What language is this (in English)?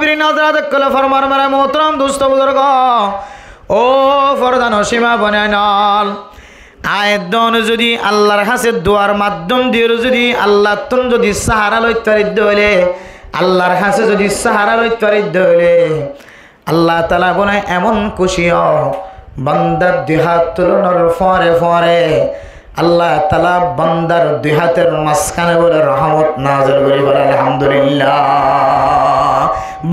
Rohingya